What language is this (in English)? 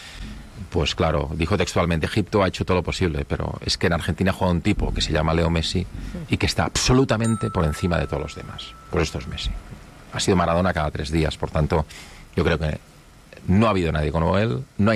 Spanish